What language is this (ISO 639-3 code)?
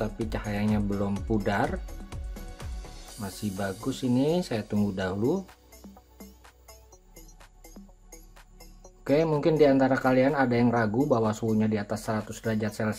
ind